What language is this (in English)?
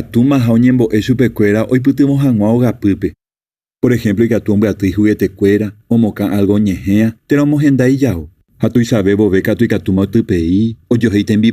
Guarani